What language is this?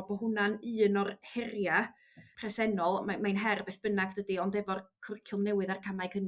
Welsh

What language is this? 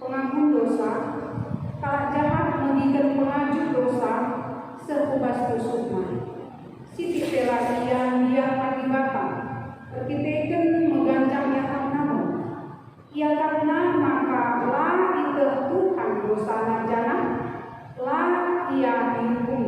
Batak Karo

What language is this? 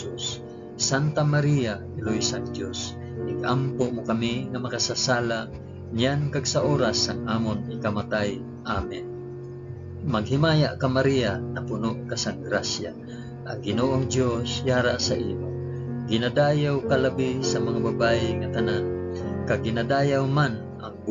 Hiligaynon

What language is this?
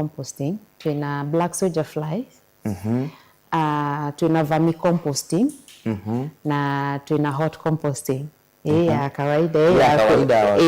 Kamba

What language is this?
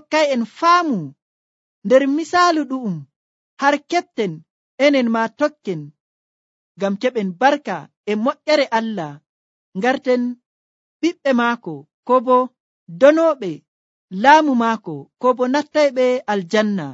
Nigerian Fulfulde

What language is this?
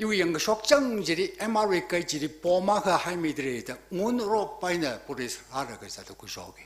Tangkhul Naga (India)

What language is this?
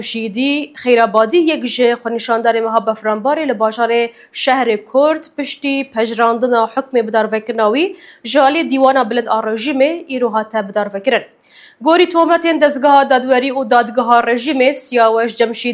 Kurdish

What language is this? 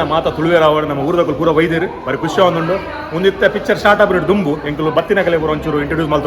Tulu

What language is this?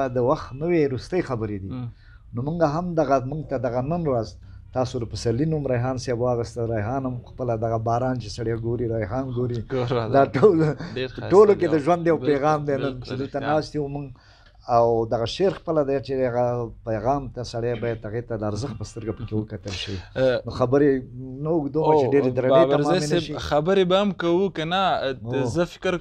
Pashto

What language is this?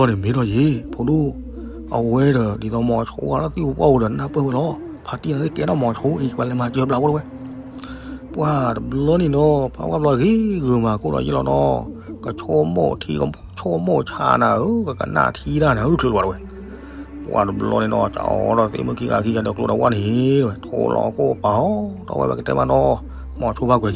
S'gaw Karen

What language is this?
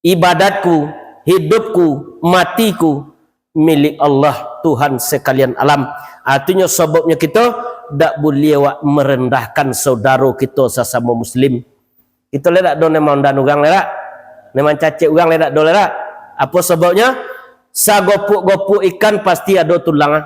Minangkabau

